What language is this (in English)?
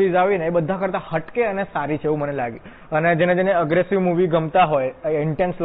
Gujarati